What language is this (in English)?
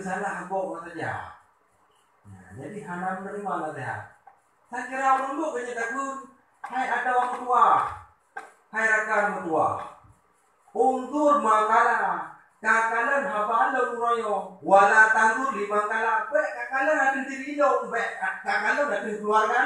Achinese